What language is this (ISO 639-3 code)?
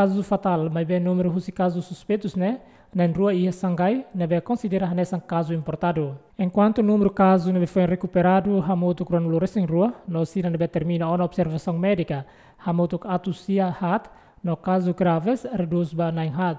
tet